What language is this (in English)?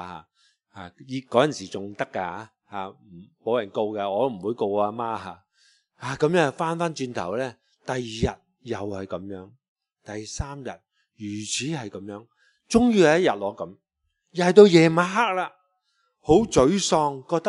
Cantonese